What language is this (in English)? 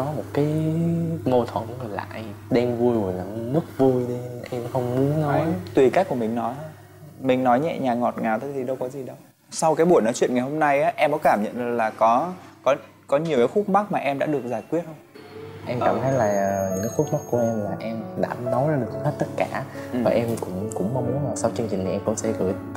Vietnamese